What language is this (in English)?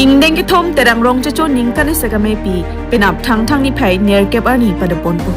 Karbi